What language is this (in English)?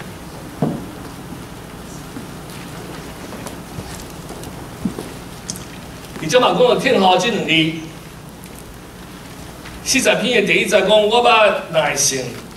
Min Nan Chinese